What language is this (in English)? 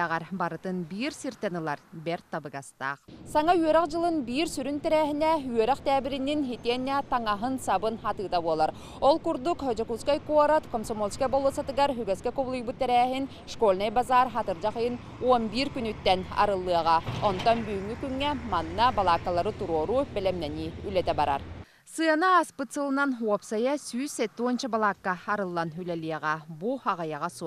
Yakut